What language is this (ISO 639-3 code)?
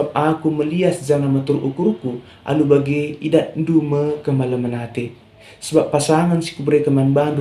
btx